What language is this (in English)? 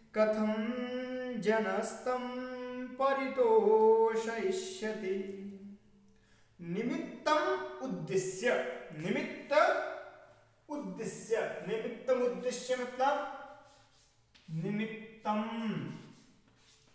Hindi